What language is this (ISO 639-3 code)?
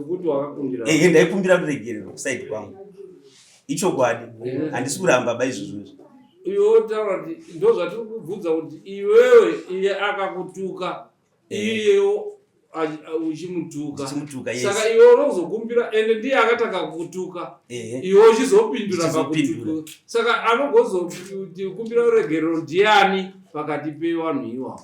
sna